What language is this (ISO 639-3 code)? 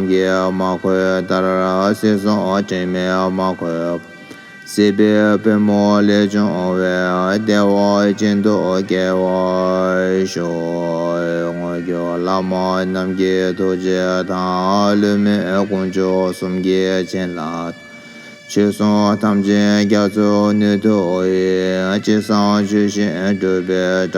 bod